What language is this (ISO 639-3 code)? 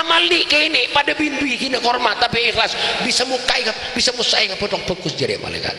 mad